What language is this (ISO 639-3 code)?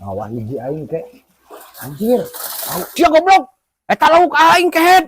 sun